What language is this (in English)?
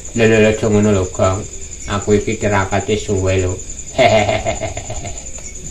Javanese